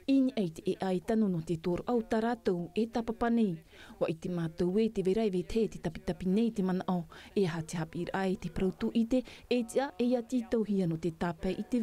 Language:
Tahitian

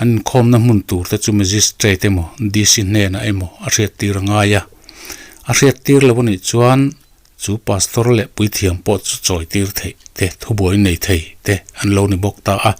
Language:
Mizo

